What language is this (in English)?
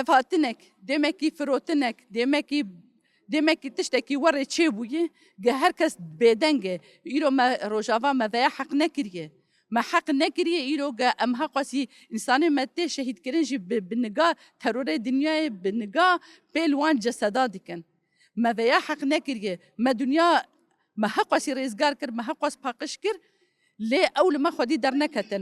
Kurdish